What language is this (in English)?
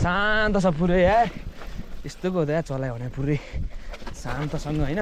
Nepali